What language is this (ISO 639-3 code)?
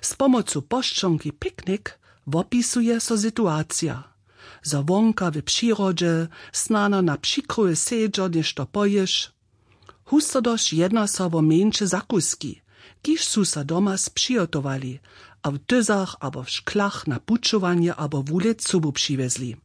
hsb